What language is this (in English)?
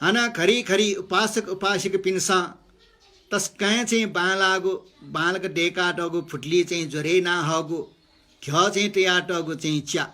Newari